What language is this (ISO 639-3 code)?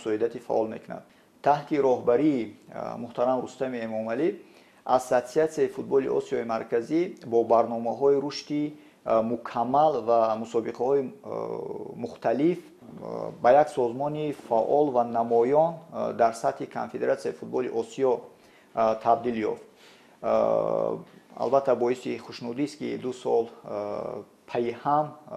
tgk